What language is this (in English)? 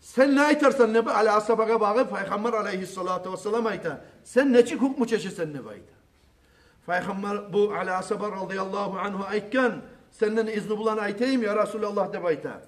Kumyk